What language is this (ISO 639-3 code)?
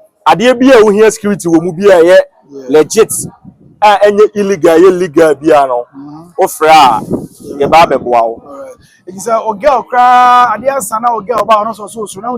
aka